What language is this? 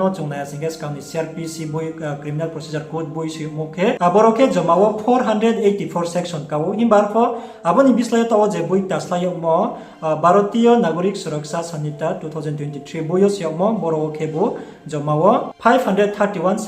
Riang (India)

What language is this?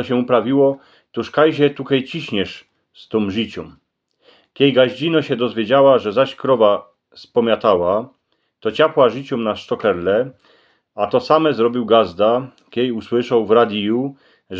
Silesian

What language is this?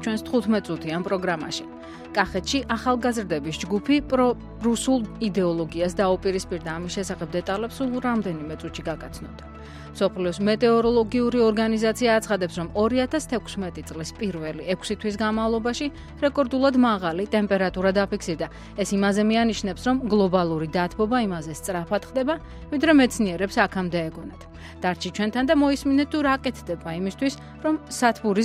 Georgian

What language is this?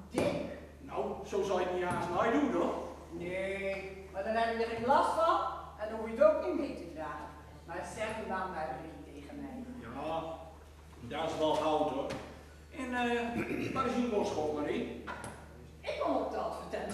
Gronings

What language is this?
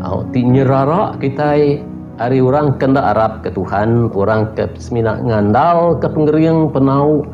Iban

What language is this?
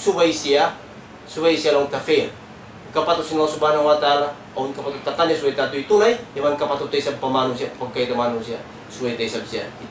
Tausug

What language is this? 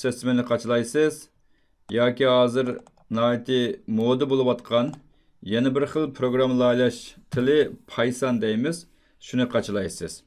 Uyghur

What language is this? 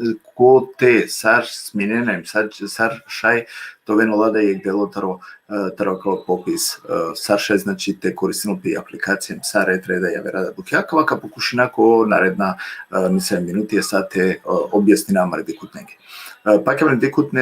Balkan Romani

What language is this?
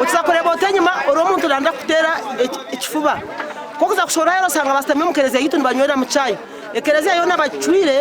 Nyankole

